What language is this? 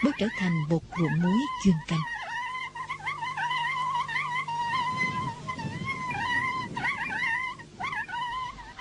Vietnamese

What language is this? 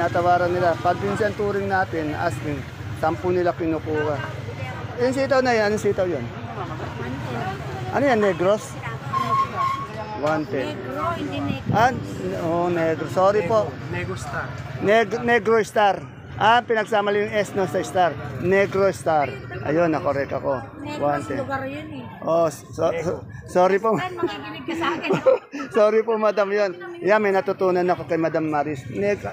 Filipino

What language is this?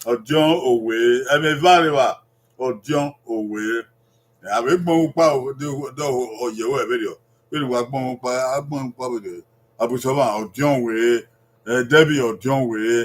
Bini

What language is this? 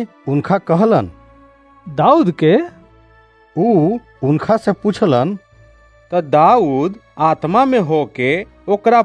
Bhojpuri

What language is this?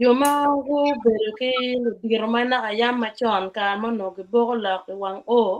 Acoli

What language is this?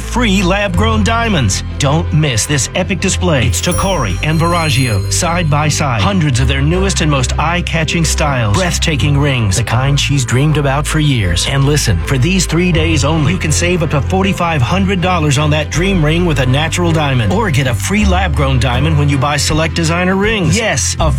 English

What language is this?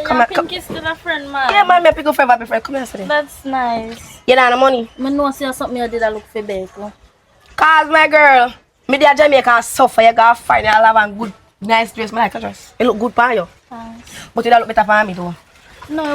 Jamaican Creole English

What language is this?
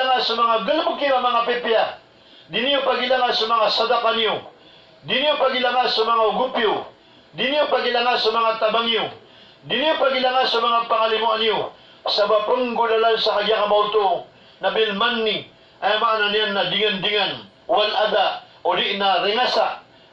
Maranao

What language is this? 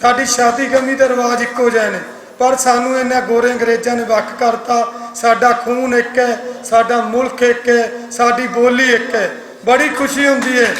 Western Panjabi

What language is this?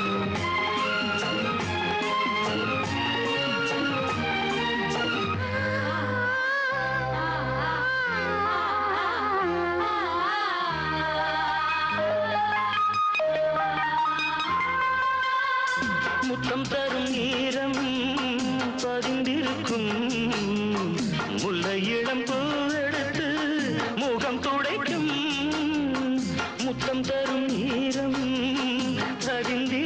Tamil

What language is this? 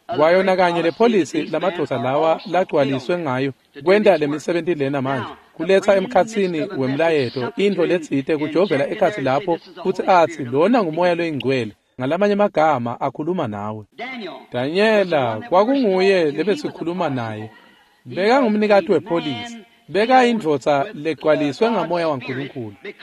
Swati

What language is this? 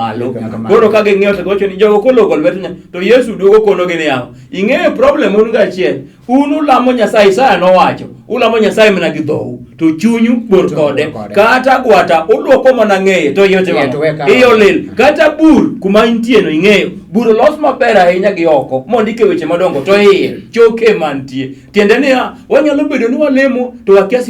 Luo (Kenya and Tanzania)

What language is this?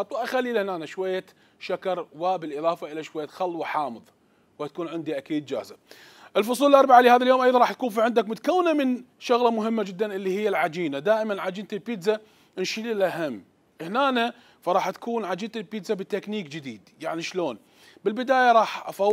Mesopotamian Arabic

